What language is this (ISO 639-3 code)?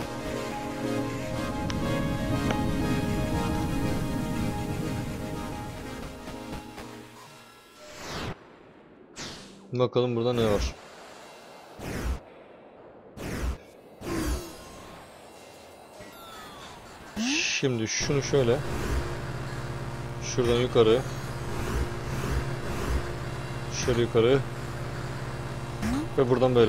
tur